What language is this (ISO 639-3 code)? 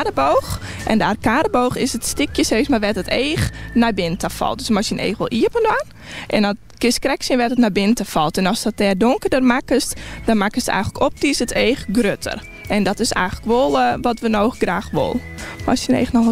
fry